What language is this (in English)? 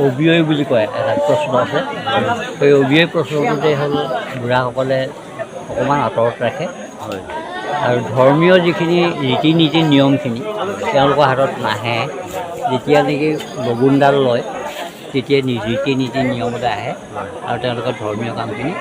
Assamese